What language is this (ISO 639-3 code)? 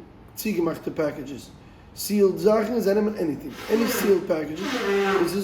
yid